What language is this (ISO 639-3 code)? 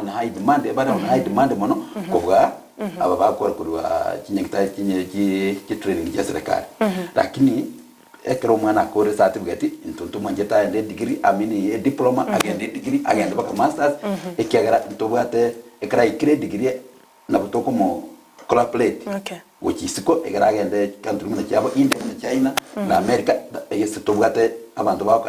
guz